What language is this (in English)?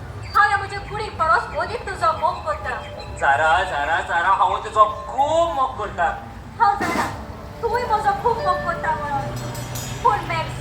Konkani